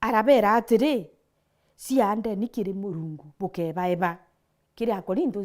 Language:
Meru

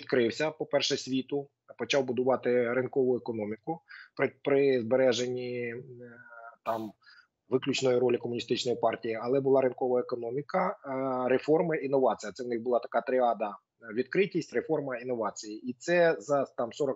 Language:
Ukrainian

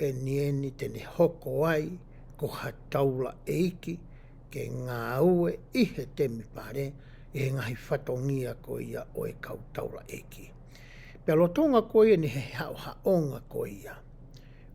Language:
Tongan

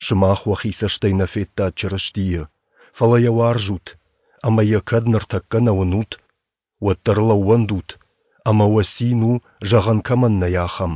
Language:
Ossetic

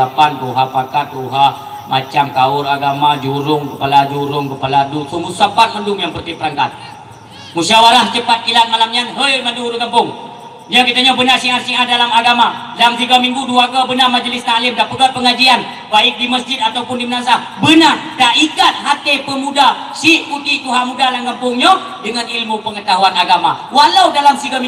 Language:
Achinese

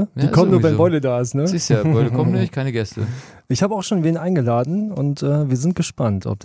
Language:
German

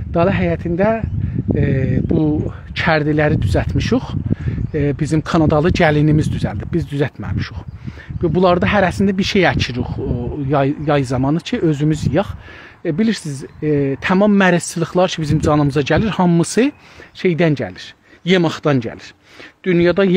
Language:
South Azerbaijani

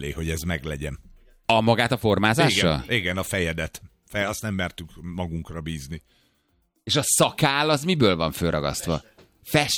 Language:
Hungarian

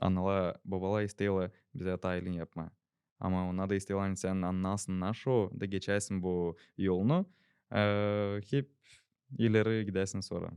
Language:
Gagauz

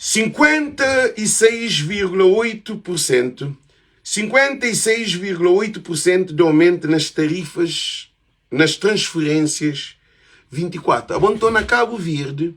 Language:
Kabuverdianu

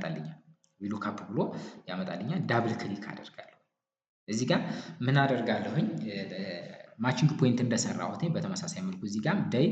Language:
Amharic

